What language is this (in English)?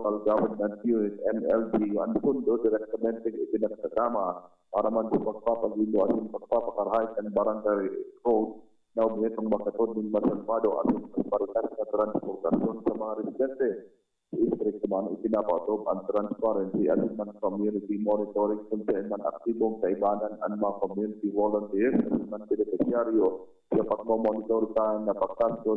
Bikol